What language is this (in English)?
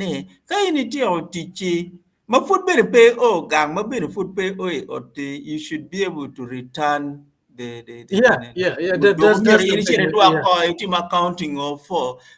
Acoli